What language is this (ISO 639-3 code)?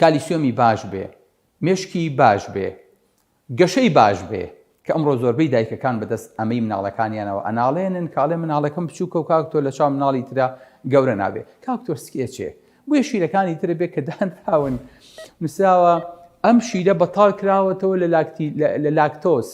ckb